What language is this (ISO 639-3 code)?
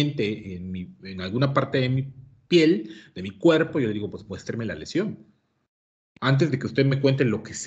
spa